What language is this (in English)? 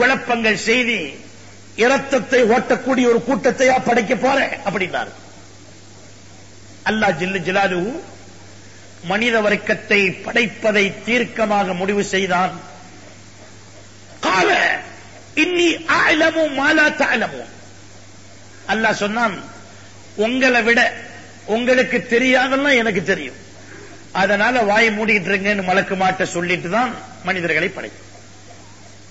Tamil